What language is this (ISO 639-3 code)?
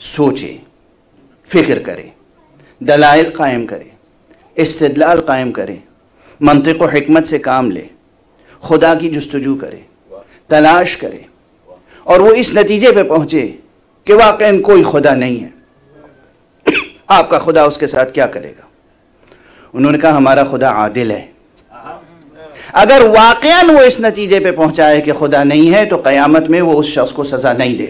urd